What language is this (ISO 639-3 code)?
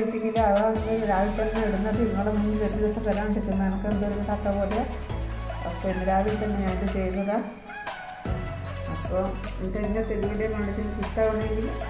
mal